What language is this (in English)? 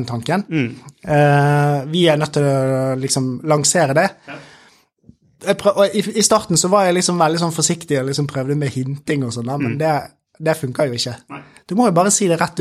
Norwegian